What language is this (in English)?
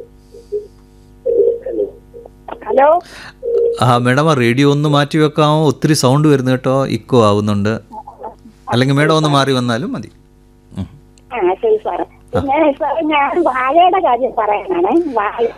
Malayalam